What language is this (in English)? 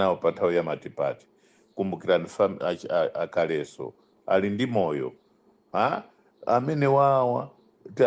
Nyanja